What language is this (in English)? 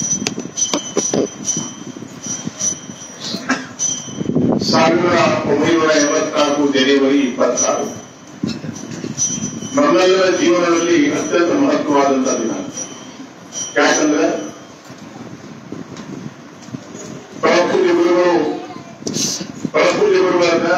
Kannada